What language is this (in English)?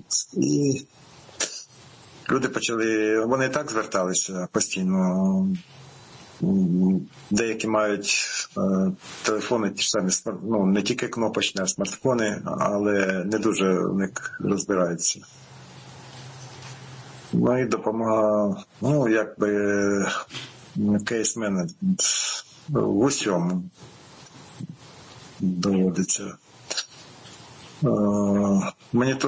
Ukrainian